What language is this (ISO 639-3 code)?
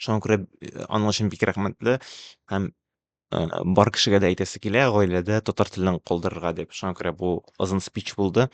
tat